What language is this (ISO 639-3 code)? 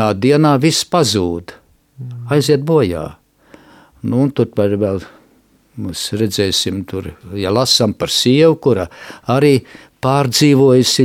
lav